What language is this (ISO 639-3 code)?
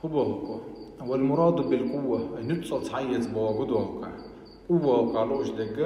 che